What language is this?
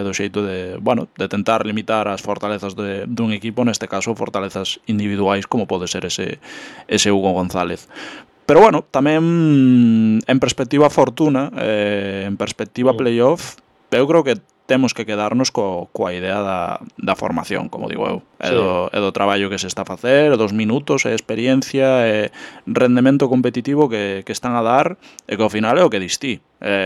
Galician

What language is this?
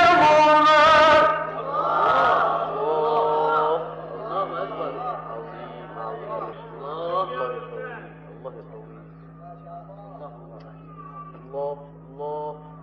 Arabic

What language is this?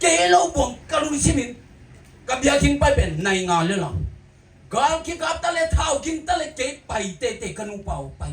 Tedim Chin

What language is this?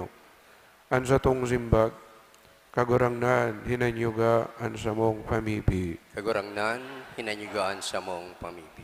Bikol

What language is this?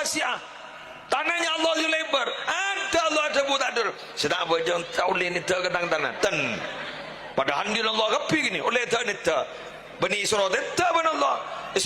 Madurese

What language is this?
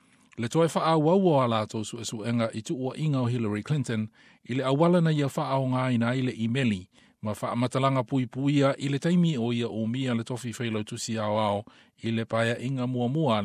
Samoan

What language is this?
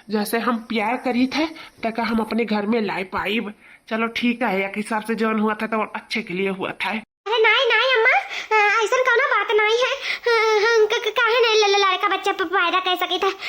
Awadhi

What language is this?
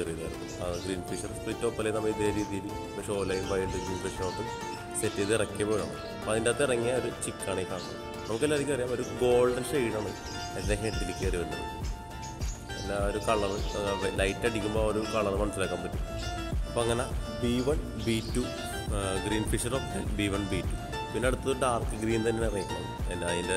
Malayalam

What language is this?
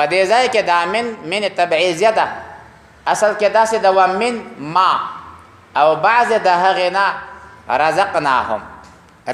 Pashto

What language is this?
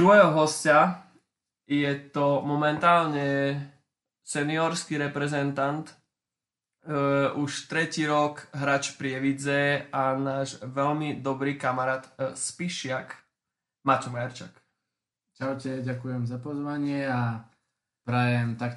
Slovak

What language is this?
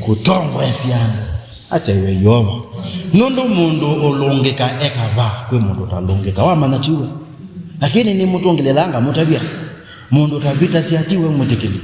Kamba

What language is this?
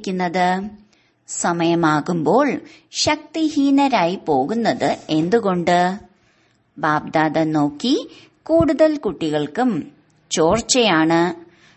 Malayalam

